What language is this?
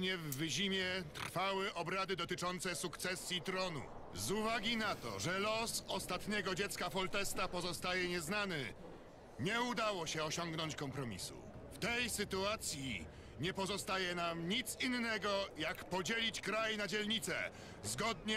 Polish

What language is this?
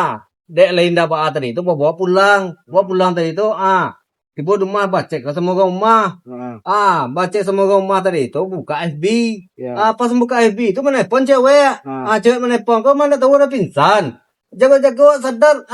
Minangkabau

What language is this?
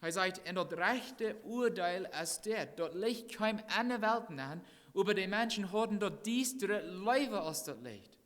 Plautdietsch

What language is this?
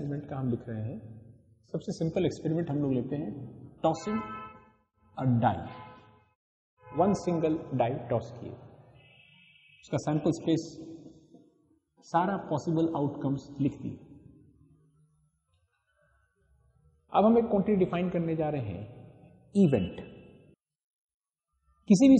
Hindi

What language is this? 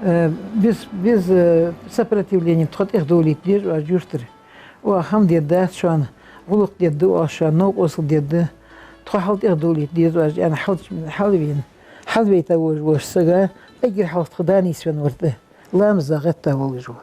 Ingush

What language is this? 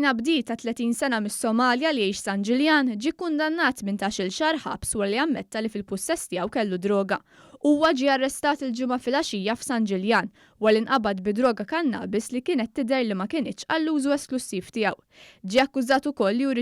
Maltese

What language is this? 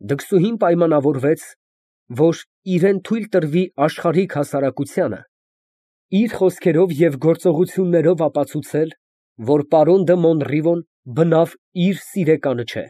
Armenian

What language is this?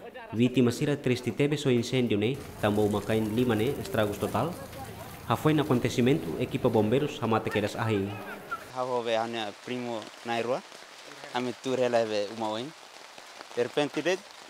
Tetum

